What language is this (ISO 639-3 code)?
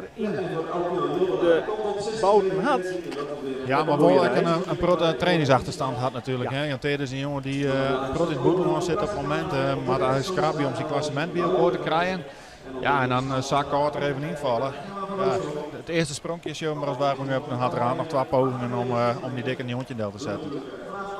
fry